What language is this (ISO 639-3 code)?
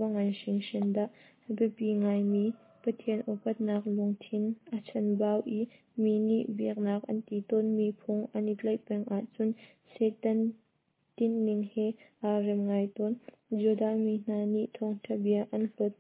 cnh